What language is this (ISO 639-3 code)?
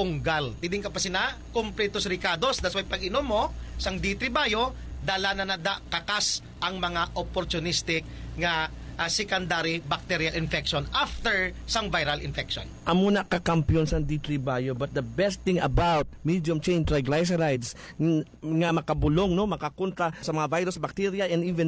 hil